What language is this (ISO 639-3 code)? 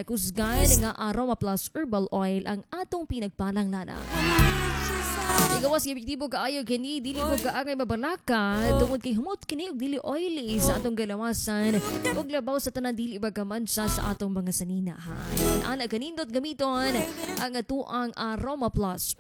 ceb